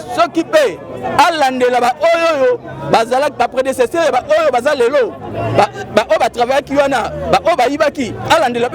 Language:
Lingala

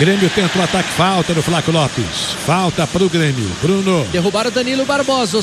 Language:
Portuguese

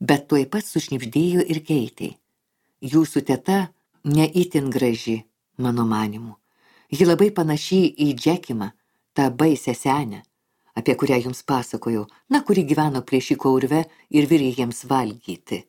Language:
Lithuanian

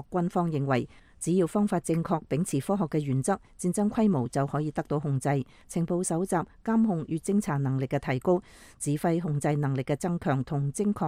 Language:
Cantonese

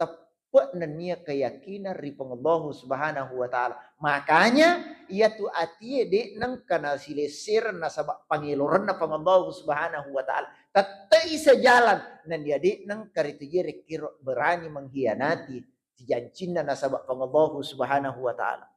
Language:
Buginese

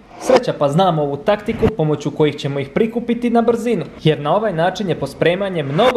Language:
Croatian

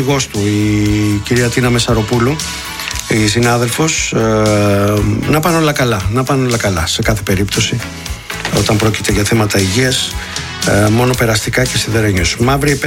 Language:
Greek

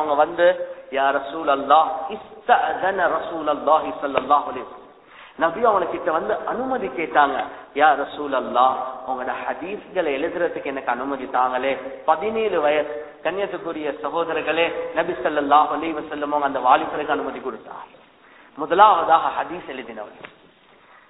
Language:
Tamil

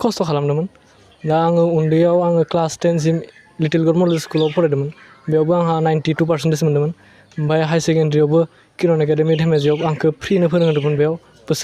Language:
Bodo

